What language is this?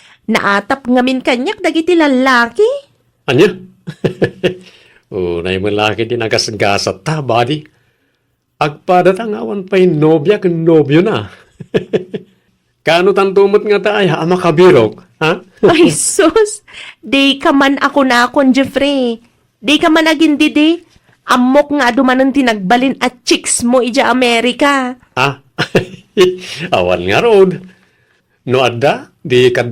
Iloko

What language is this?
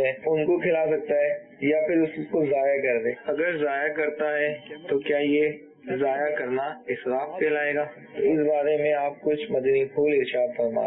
Urdu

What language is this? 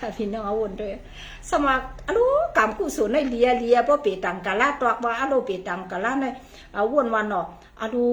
Shan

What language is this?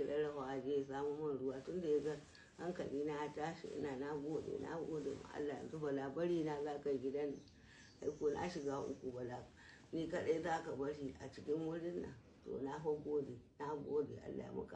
Hausa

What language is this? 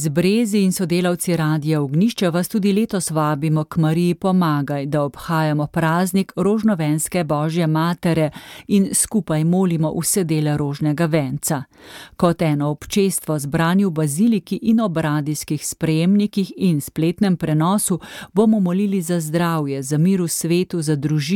Slovenian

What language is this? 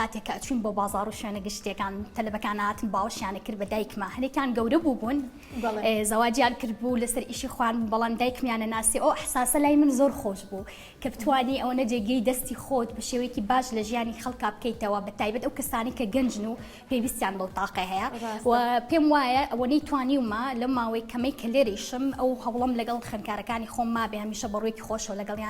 Central Kurdish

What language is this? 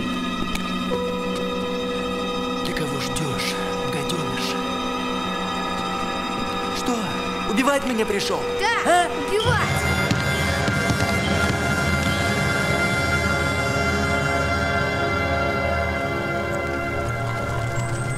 Russian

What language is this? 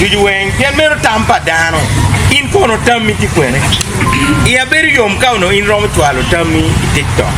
Acoli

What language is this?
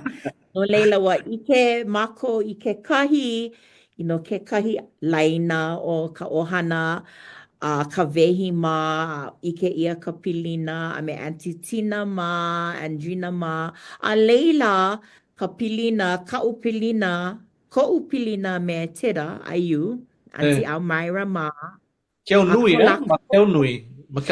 Hawaiian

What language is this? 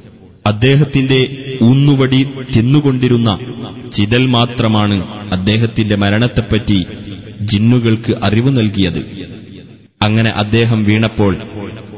Malayalam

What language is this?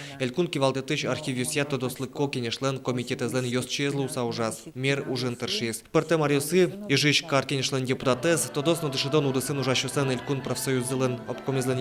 Udmurt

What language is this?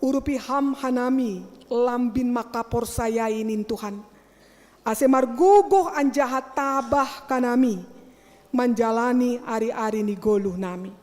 Batak Simalungun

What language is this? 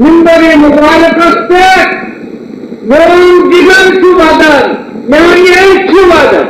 Kashmiri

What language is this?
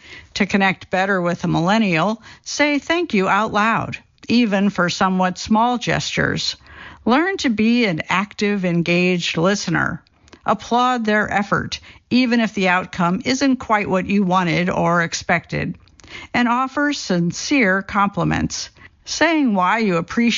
English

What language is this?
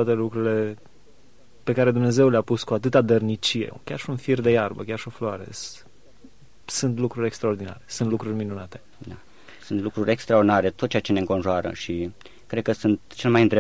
Romanian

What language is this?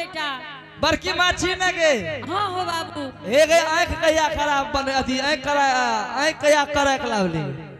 Angika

